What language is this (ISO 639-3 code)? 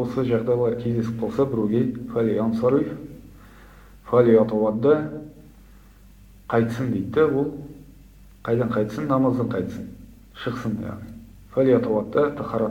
kaz